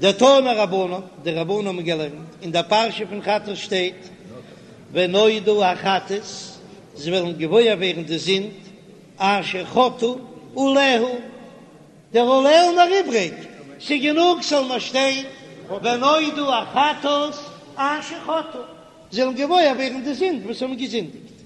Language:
Yiddish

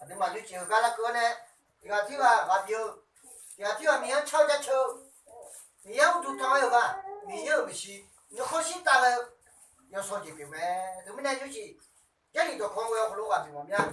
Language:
Akha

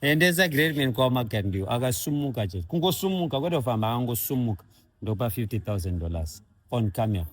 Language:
Shona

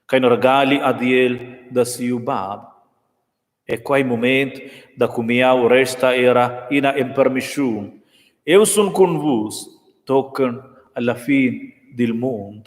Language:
Romansh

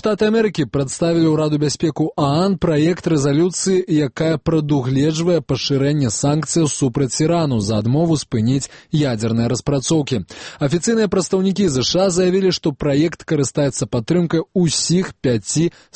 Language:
Belarusian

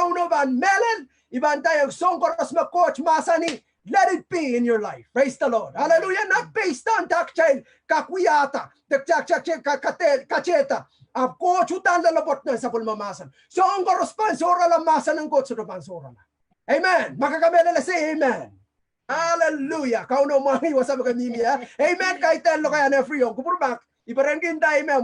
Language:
Pohnpeian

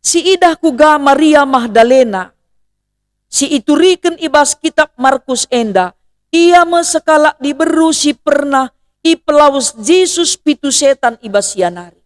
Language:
Batak Karo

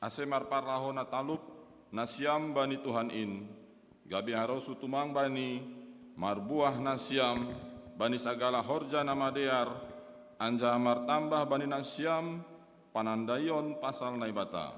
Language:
Batak Simalungun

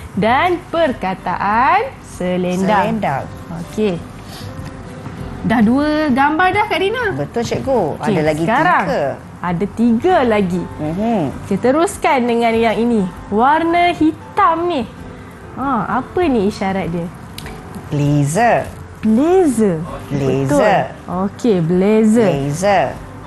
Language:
Malay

